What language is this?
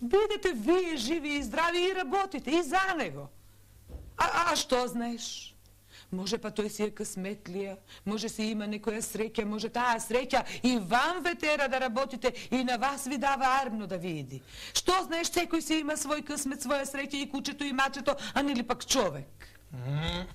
Macedonian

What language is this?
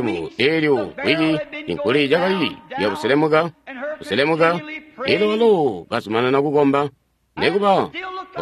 Tonga (Zambia)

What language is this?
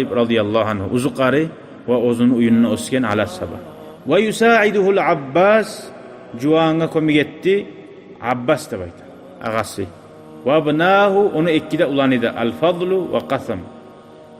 Kumyk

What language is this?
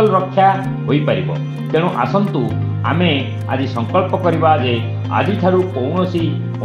Odia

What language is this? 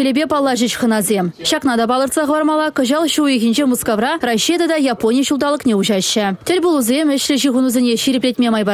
Chuvash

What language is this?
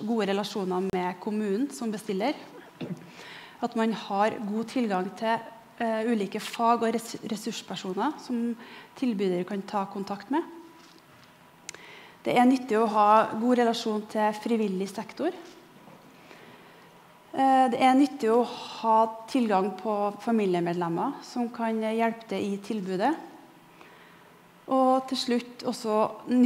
Norwegian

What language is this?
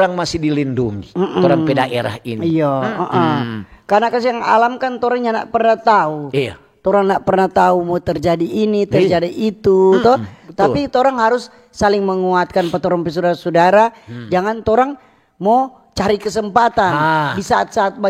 Manado Malay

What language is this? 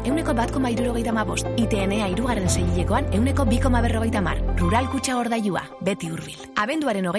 Basque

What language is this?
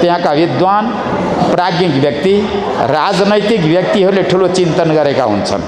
Nepali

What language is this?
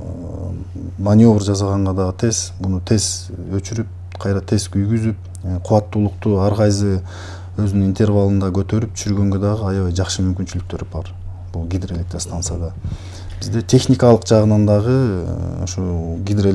Kyrgyz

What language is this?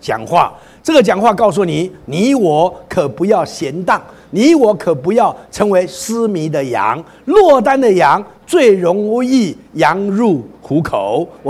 Chinese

